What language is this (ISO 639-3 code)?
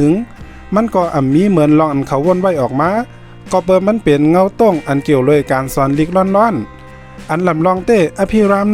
shn